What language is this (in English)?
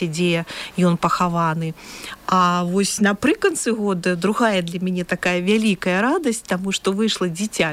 Belarusian